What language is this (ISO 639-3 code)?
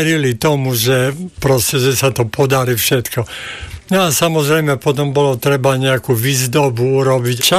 slk